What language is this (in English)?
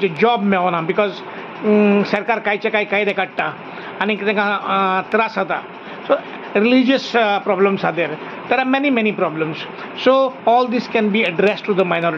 Konkani